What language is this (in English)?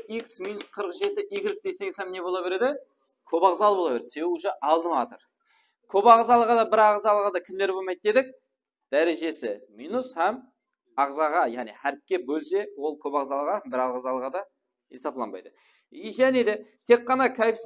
Kara-Kalpak